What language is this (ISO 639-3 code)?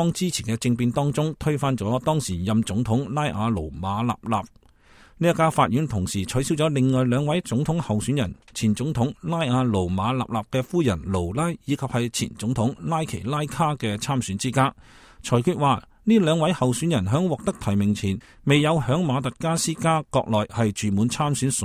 yue